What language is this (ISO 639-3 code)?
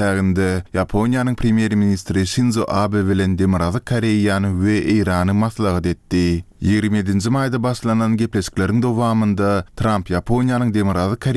tuk